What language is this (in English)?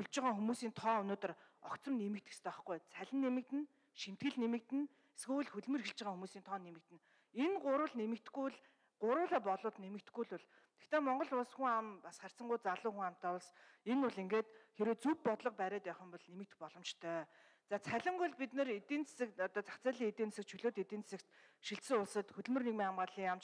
Mongolian